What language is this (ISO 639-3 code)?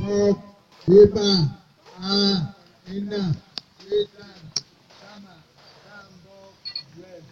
bas